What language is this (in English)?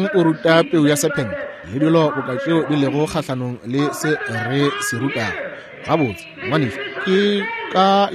Northern Sotho